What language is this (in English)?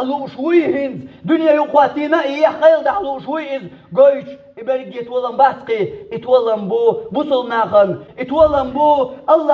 Chechen